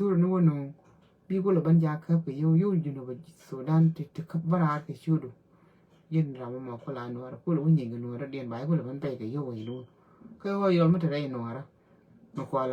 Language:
Nuer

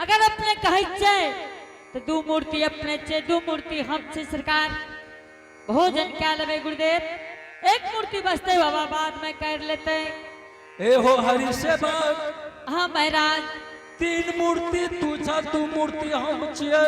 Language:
Angika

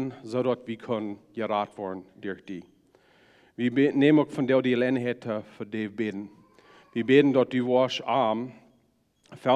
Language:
Plautdietsch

